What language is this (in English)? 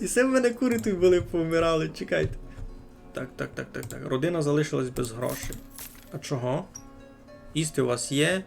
Rusyn